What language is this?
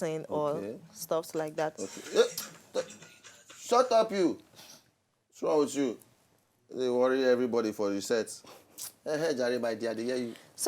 Nigerian Pidgin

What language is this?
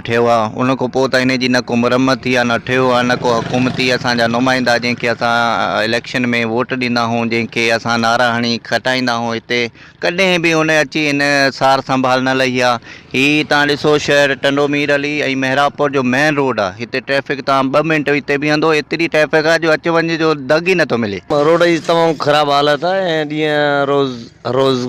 Sindhi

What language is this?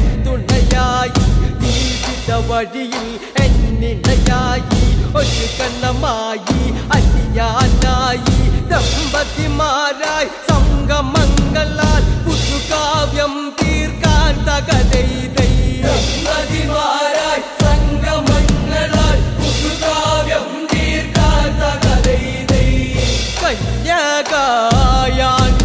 Malayalam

